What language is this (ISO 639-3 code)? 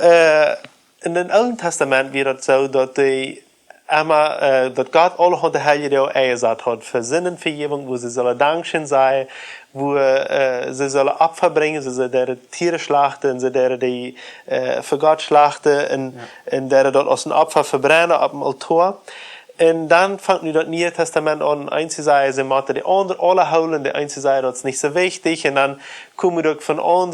pdt